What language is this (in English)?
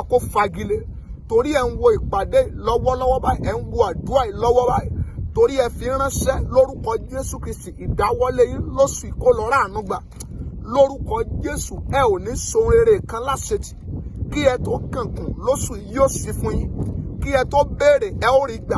Yoruba